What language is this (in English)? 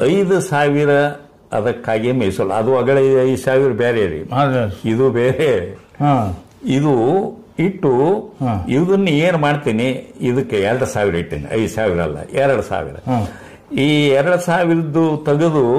Kannada